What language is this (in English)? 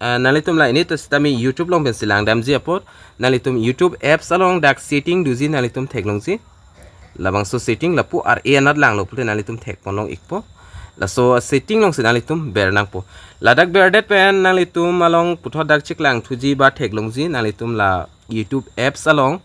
Karbi